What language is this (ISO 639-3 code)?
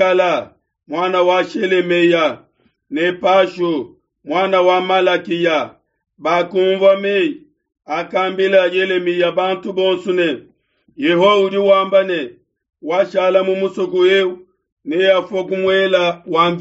lua